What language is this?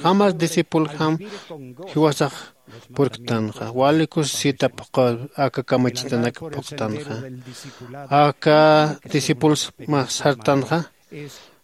Aymara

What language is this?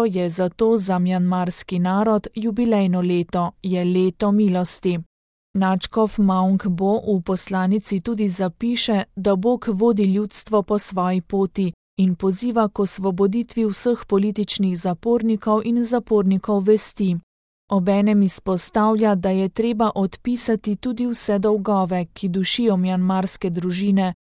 Slovenian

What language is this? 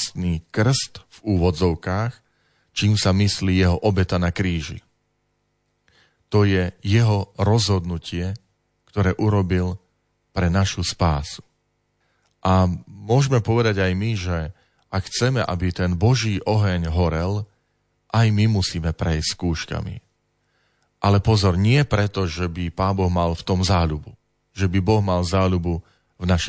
Slovak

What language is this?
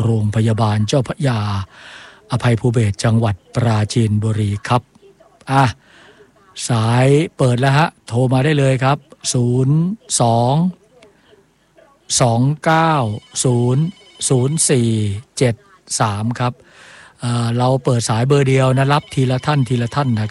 Thai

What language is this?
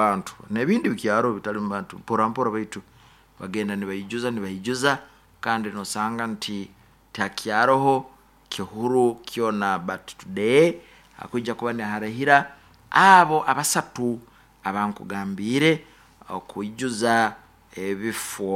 Nyoro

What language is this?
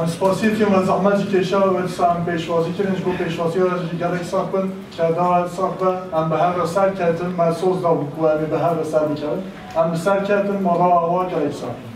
Kurdish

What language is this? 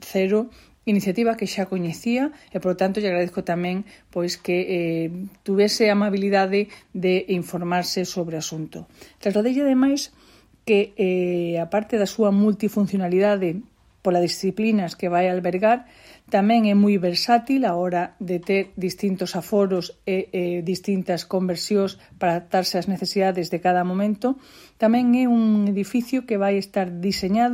Galician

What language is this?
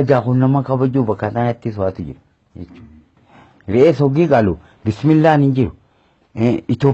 Oromo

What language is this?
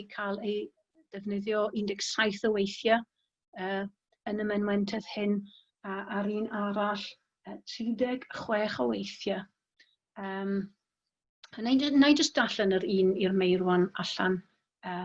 Welsh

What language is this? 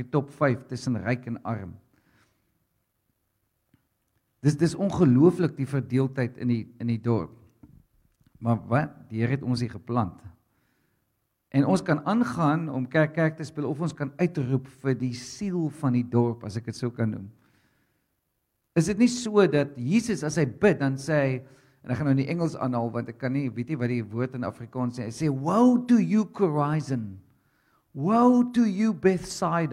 Afrikaans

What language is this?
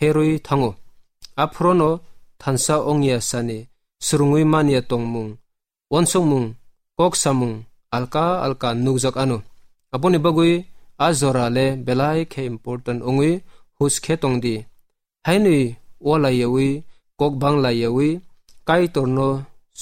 Kok Borok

